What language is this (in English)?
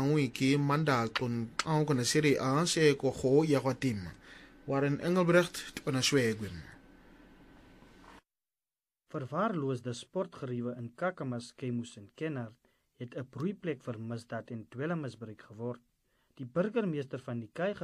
Afrikaans